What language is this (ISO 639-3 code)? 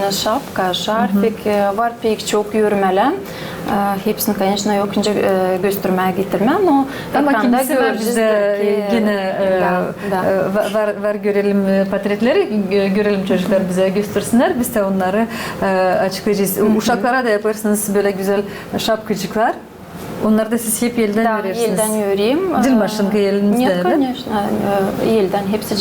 gag